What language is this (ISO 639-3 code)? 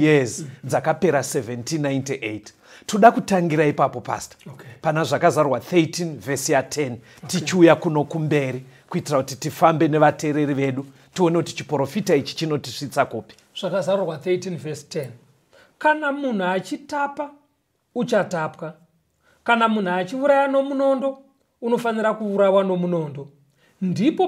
sna